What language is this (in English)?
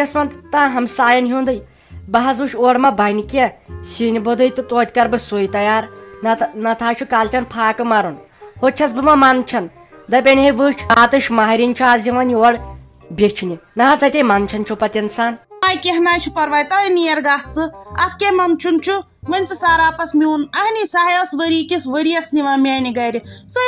Kashmiri